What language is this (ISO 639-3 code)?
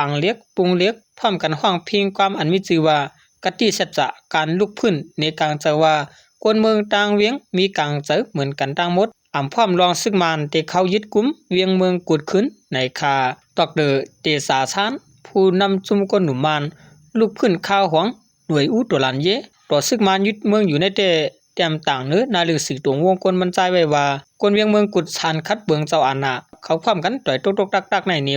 shn